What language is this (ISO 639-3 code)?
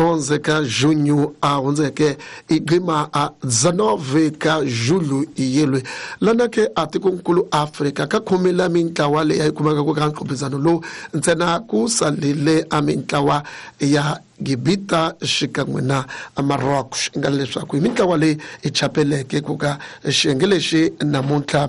tso